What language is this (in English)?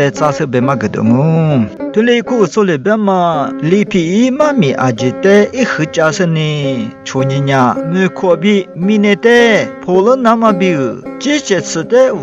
Lisu